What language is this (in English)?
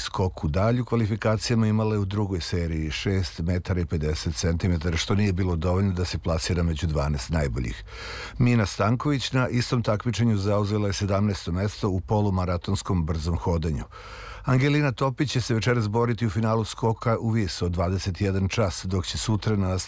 Serbian